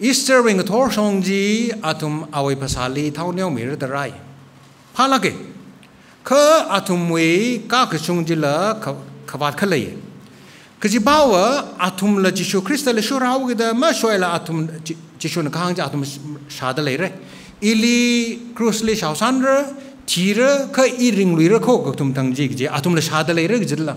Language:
Tangkhul Naga (India)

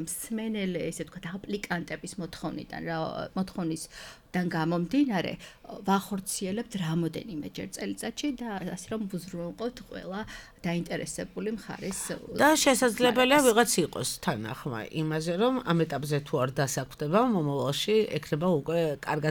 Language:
Georgian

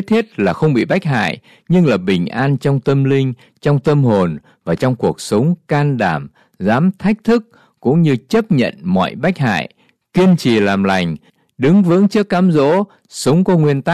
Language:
Vietnamese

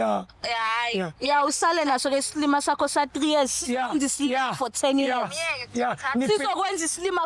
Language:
Zulu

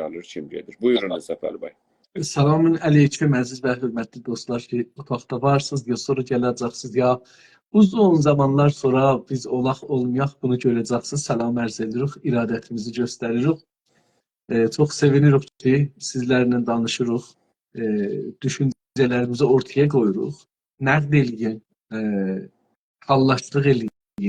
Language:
South Azerbaijani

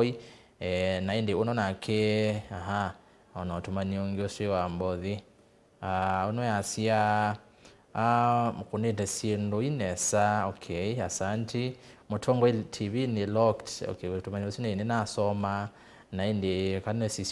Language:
Kamba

